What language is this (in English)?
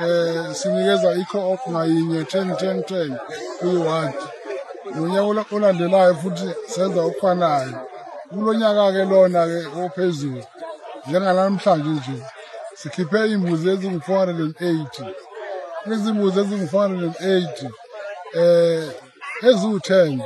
Zulu